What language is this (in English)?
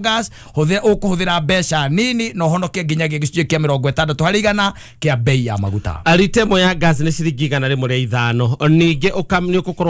Kikuyu